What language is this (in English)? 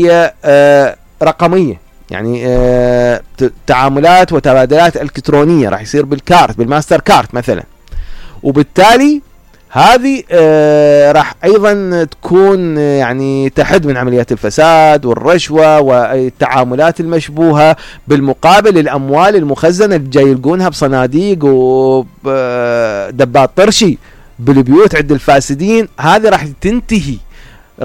Mesopotamian Arabic